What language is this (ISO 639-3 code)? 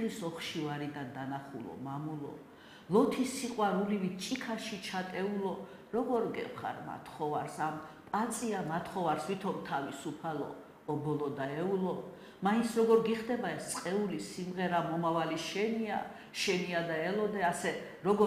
kat